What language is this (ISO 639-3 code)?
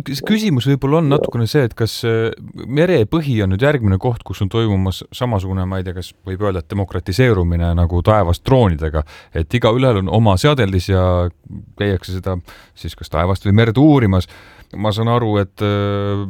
est